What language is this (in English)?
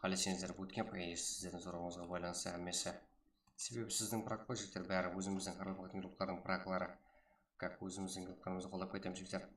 Kara-Kalpak